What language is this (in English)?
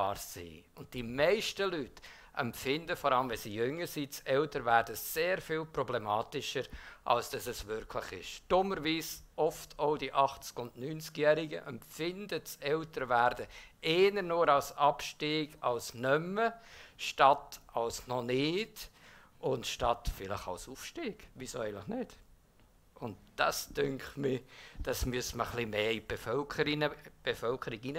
Swiss German